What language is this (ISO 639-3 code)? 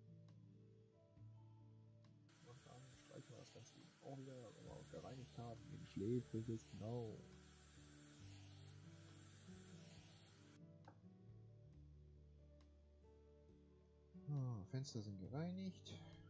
deu